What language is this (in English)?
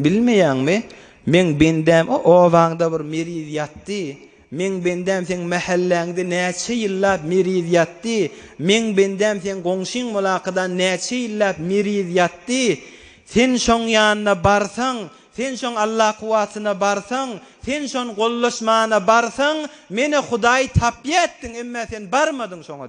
Turkmen